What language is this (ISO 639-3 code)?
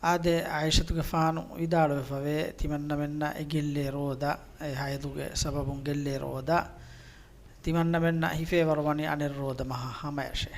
div